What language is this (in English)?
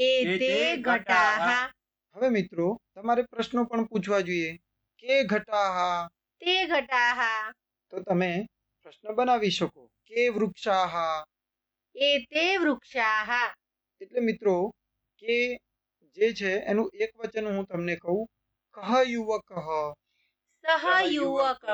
Gujarati